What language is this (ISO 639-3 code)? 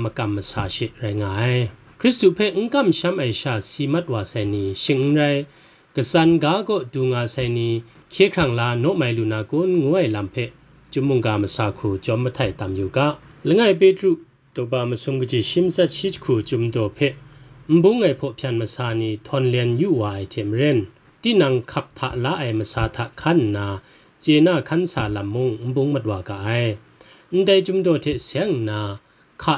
kac